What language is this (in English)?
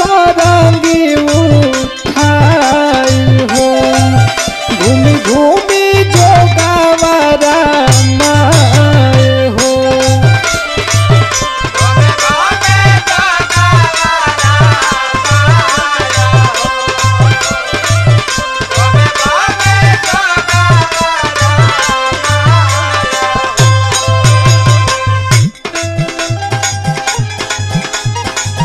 Bhojpuri